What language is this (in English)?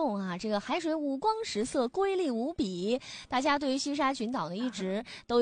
Chinese